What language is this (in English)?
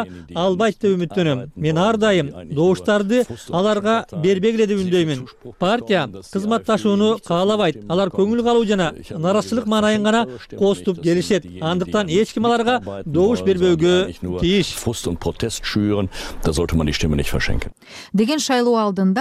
Kyrgyz